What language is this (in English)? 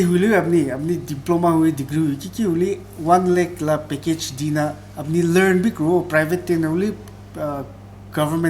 Naga Pidgin